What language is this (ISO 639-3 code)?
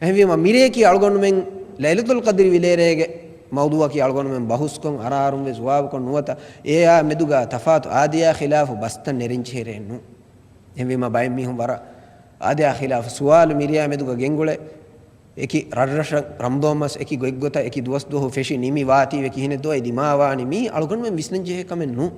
div